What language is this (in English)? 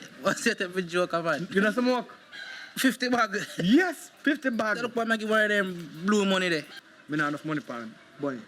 Jamaican Creole English